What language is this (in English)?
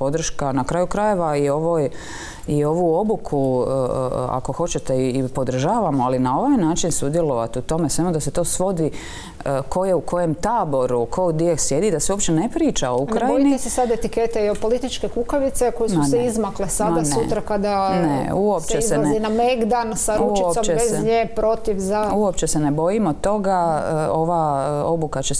Croatian